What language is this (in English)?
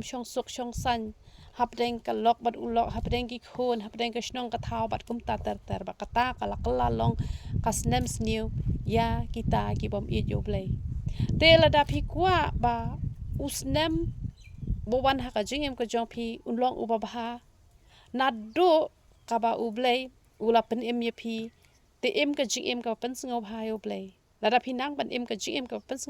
Khasi